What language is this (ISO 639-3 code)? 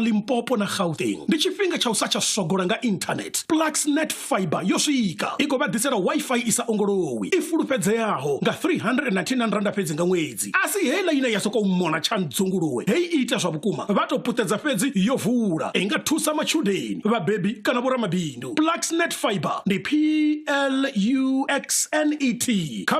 ven